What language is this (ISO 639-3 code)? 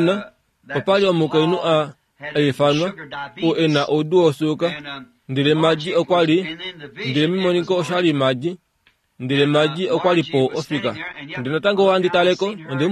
kua